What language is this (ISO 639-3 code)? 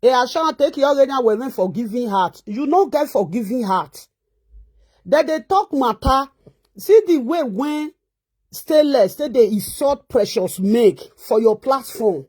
pcm